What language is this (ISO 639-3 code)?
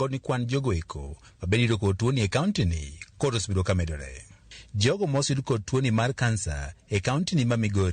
luo